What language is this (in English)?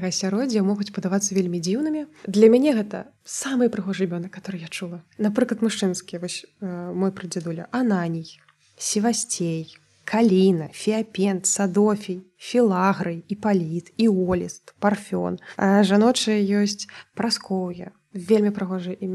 Belarusian